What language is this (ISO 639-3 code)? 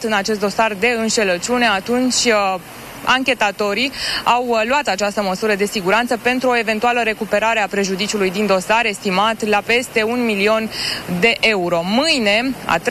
ron